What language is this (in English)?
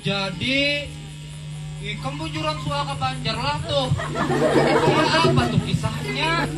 Banjar